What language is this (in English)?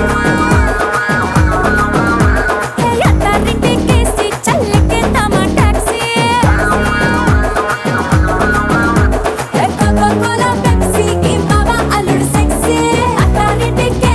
Telugu